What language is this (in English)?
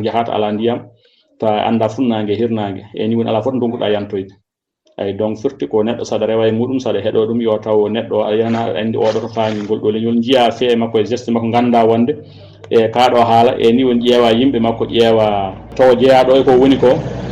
Fula